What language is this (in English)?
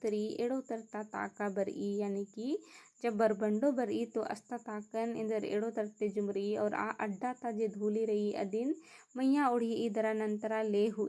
Kurukh